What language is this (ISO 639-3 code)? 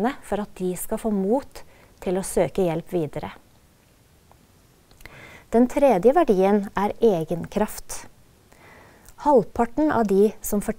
nor